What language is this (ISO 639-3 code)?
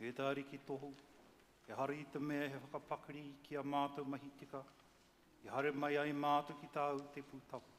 mri